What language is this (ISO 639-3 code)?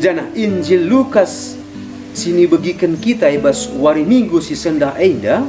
btx